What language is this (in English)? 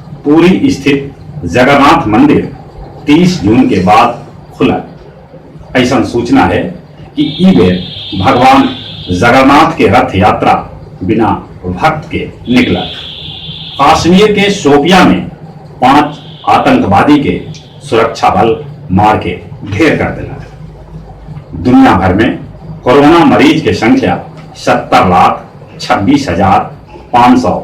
Magahi